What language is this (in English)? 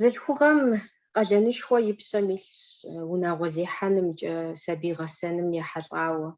Kabardian